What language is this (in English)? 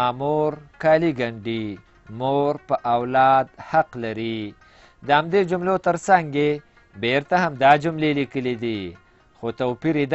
Pashto